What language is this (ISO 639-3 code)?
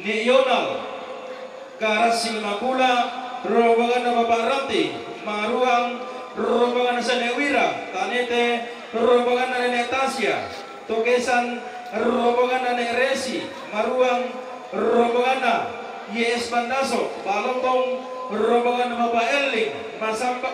sda